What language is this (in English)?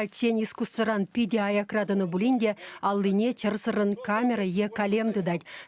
Chuvash